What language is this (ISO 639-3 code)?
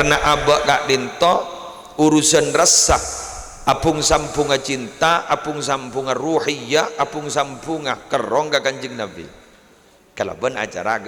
mad